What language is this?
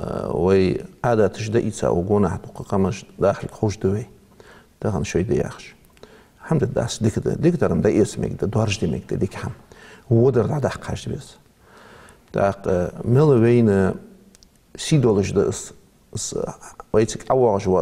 Ingush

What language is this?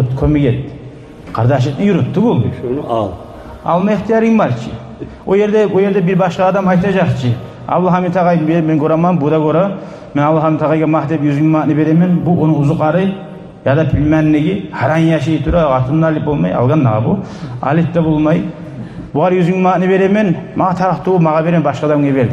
Kumyk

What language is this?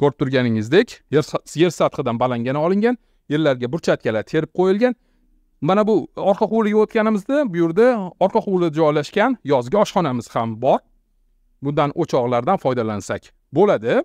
Uzbek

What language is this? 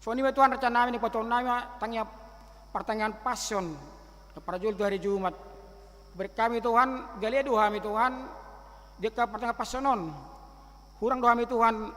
Batak Toba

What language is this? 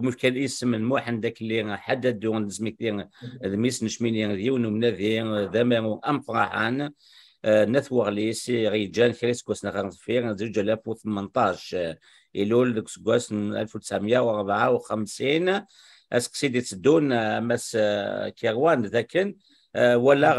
Kabyle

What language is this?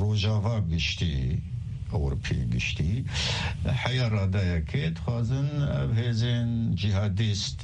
Kurdish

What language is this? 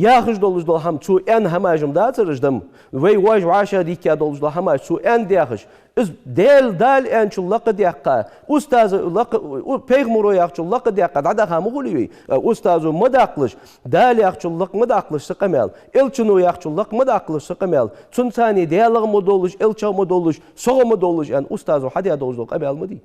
Ingush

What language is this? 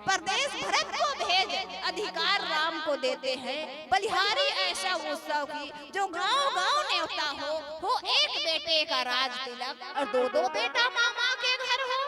Chhattisgarhi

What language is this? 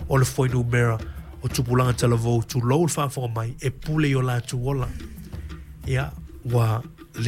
Samoan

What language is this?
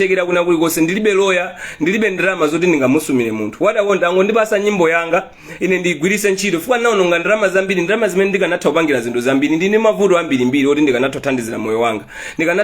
Nyanja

